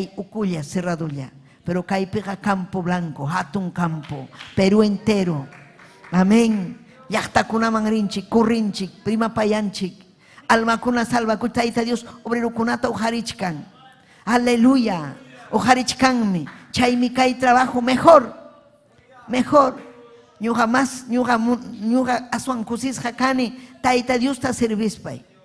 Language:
Ayacucho Quechua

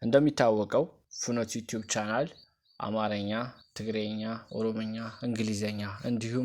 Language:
Amharic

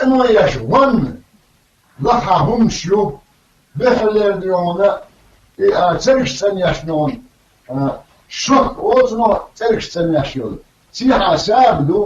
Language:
Chechen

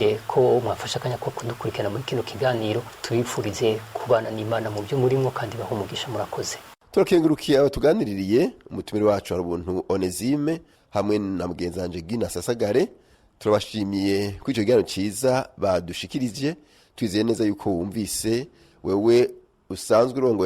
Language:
Rundi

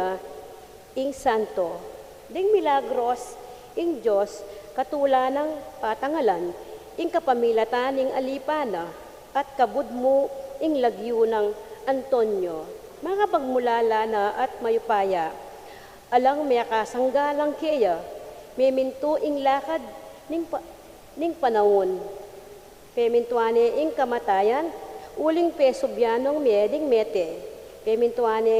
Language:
Pampanga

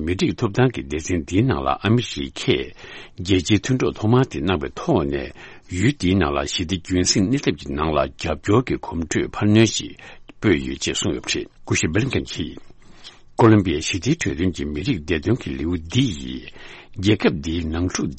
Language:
Tibetan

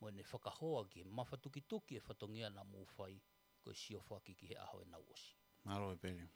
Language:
Tongan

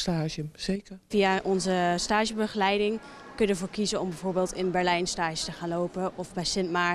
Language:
Dutch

